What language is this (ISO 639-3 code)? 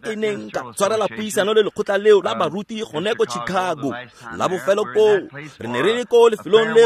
tsn